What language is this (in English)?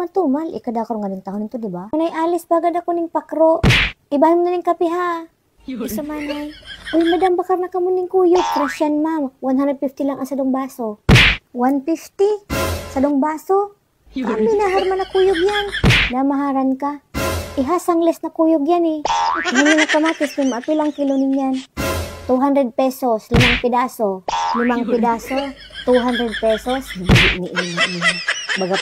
Bikol